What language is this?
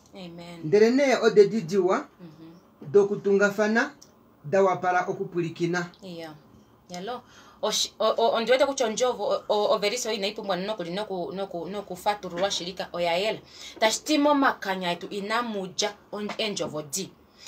Kuanyama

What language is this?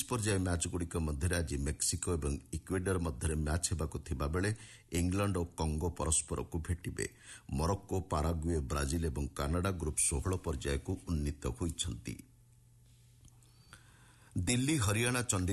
Odia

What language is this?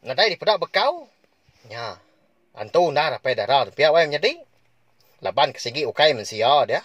Iban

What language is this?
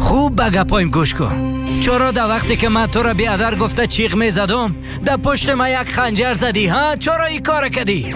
Persian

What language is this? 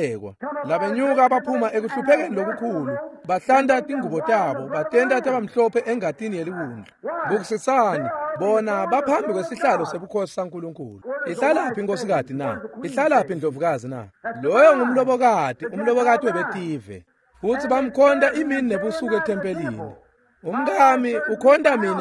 Swati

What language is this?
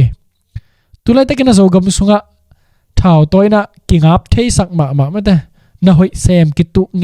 Tedim Chin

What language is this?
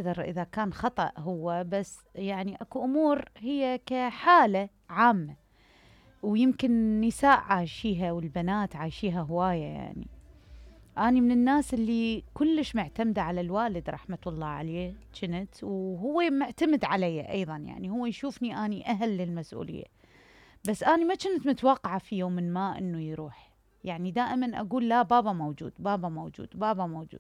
Mesopotamian Arabic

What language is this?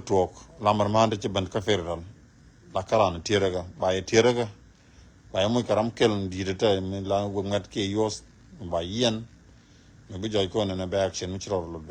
Nuer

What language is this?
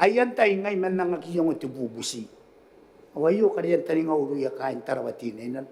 Gilbertese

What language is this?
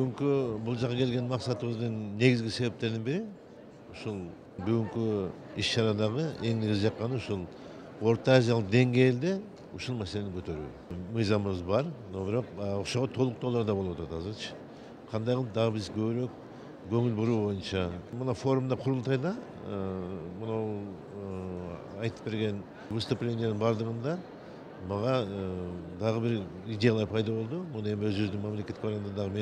Kyrgyz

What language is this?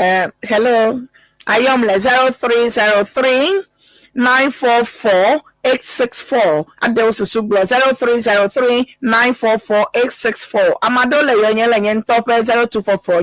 Ewe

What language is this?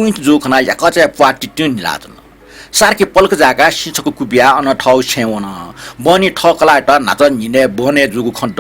Newari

